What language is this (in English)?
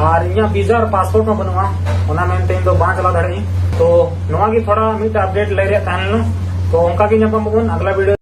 Santali